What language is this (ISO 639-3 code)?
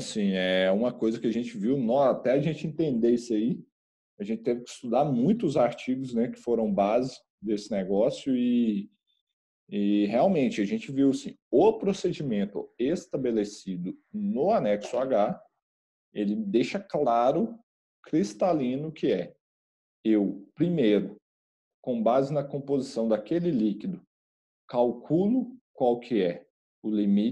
por